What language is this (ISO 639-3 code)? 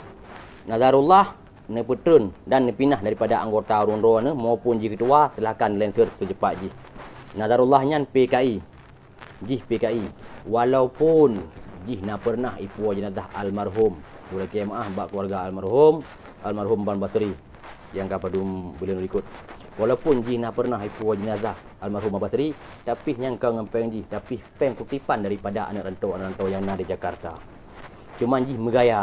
ace